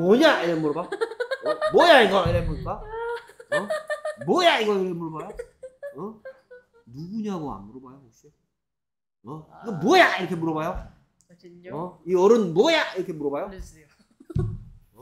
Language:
Korean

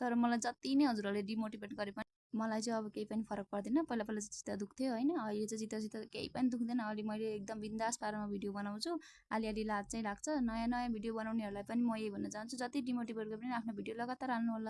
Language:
Nepali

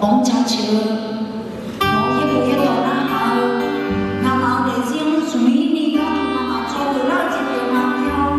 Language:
Akha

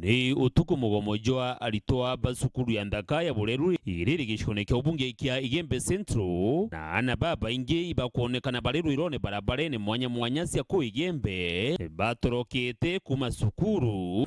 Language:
Meru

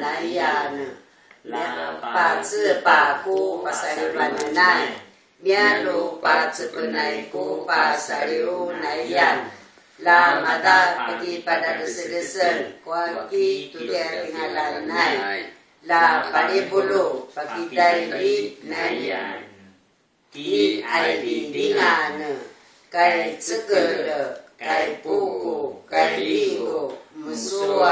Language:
Rukai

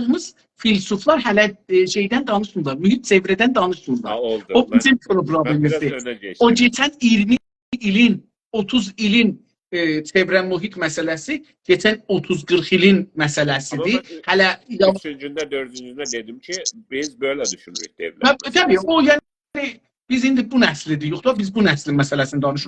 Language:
South Azerbaijani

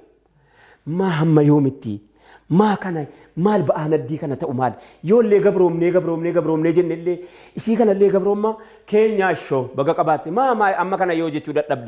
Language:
Oromo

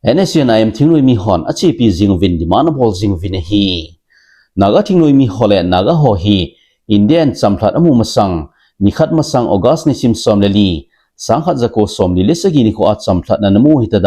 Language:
Thado Chin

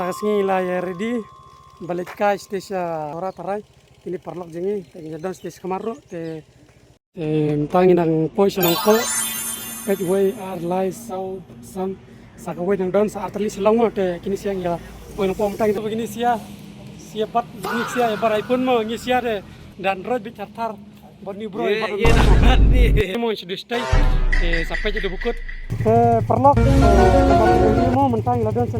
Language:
Khasi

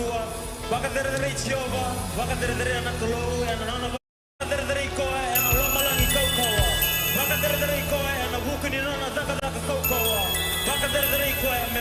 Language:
Fijian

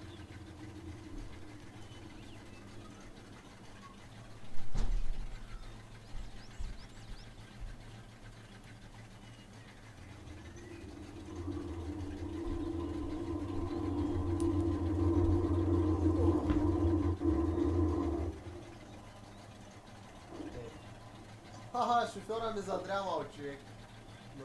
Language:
Bulgarian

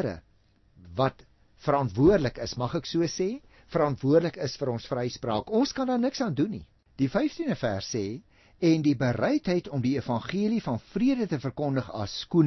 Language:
Afrikaans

